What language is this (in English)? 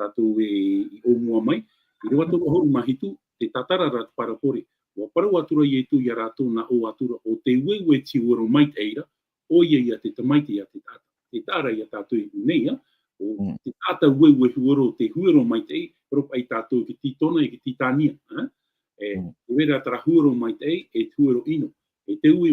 Tahitian